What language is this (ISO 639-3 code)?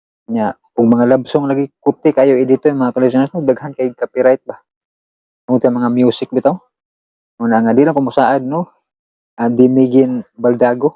ceb